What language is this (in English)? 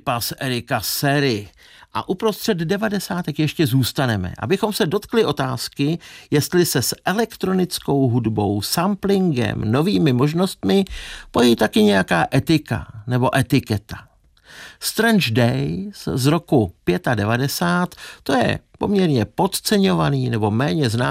Czech